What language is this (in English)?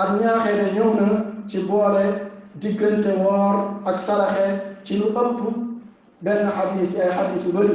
Wolof